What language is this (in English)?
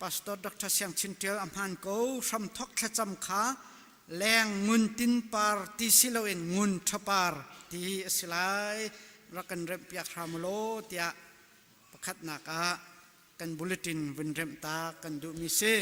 Hakha Chin